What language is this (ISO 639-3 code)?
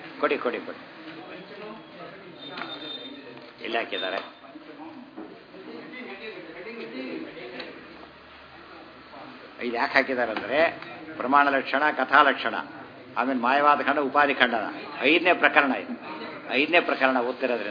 kan